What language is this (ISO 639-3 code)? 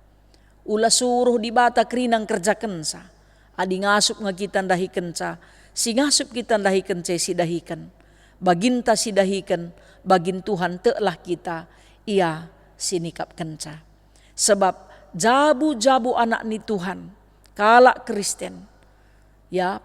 btx